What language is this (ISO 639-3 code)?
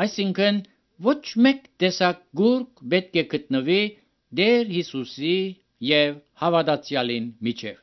hye